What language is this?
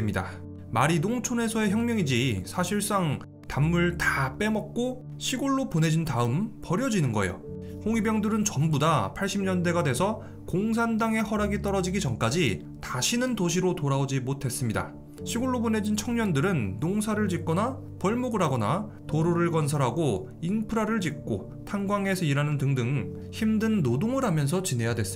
Korean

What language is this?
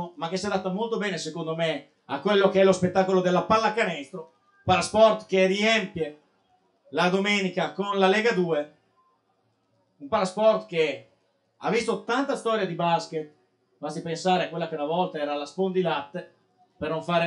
Italian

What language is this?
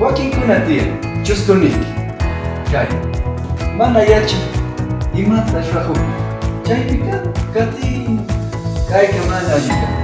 Chimborazo Highland Quichua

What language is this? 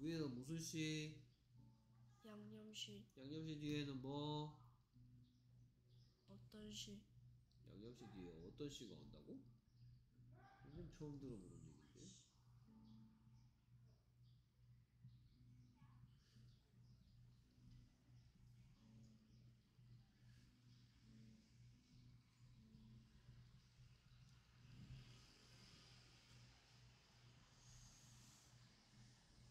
Korean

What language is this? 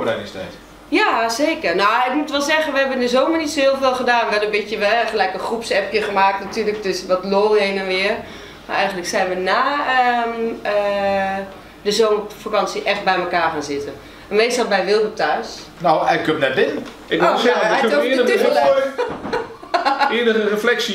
Dutch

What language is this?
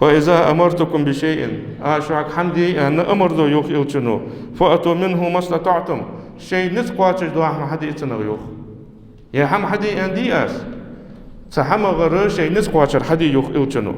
Ingush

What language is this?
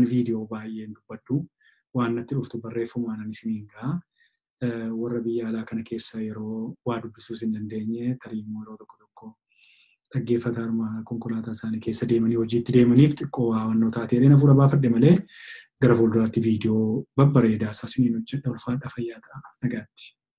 Oromo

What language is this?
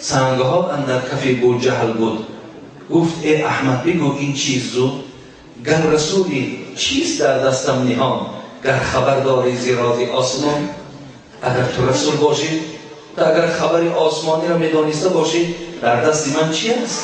Tajik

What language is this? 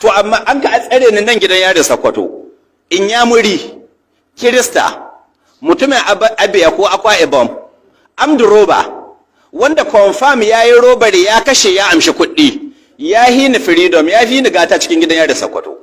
Hausa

